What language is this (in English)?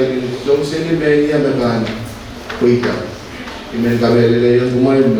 Pohnpeian